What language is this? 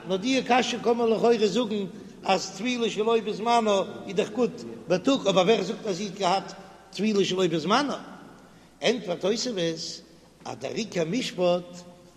Yiddish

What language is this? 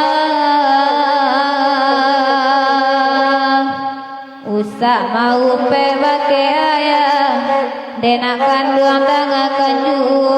Minangkabau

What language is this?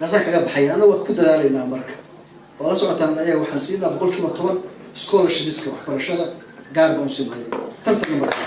Somali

